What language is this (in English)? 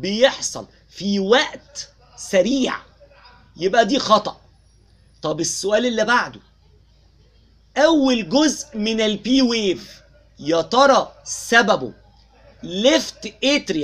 Egyptian Arabic